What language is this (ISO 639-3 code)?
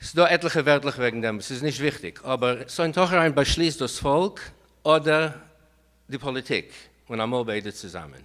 yid